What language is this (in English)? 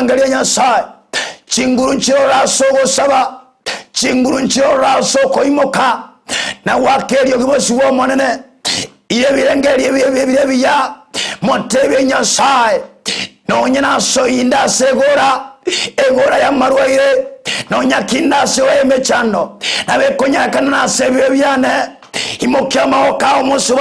Gusii